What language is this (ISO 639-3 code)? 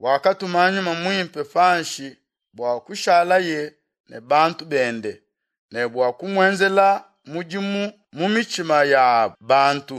lua